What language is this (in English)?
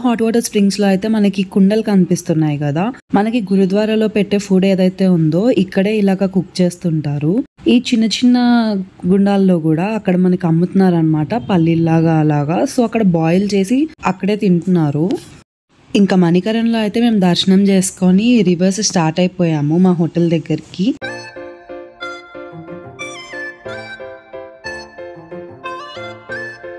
Telugu